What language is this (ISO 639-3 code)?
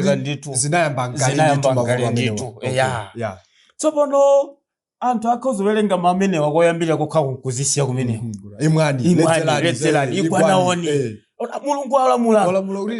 nya